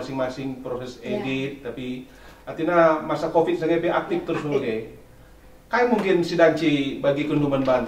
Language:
Batak Karo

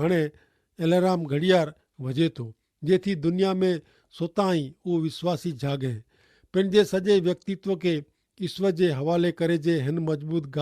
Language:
Kachhi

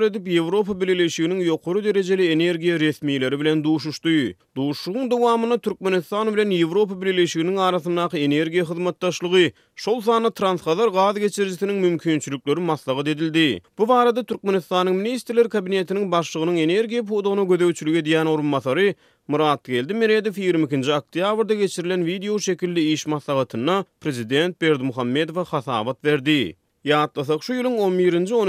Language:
Turkmen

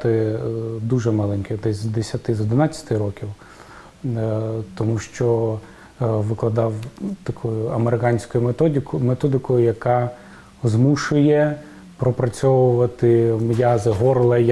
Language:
Ukrainian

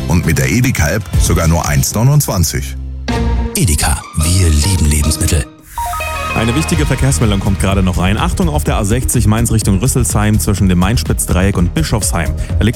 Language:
German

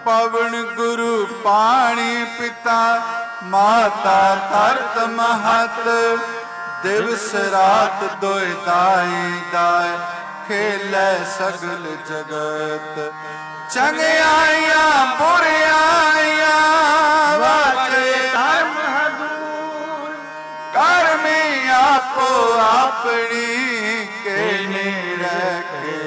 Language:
Punjabi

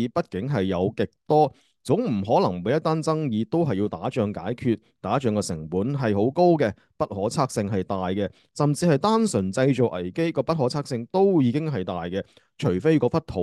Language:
Cantonese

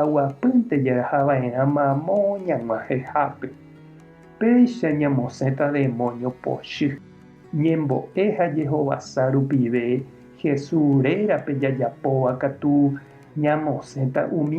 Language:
Guarani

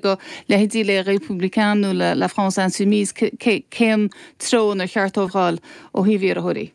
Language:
Irish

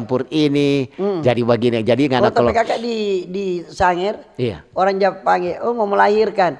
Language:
Manado Malay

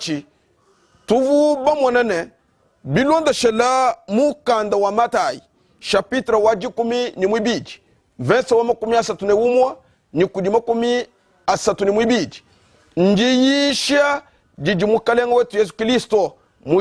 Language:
Luba-Lulua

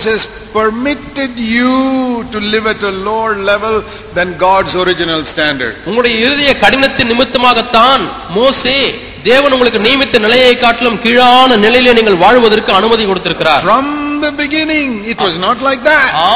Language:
Tamil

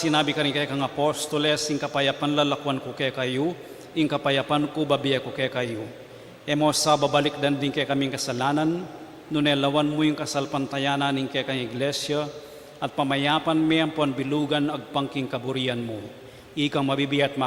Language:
Pampanga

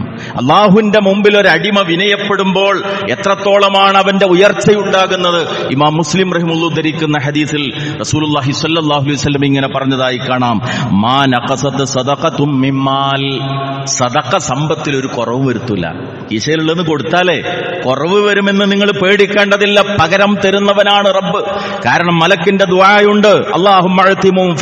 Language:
Malayalam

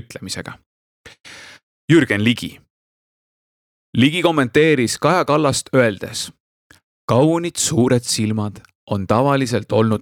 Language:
Estonian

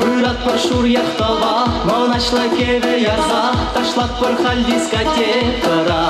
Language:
Chuvash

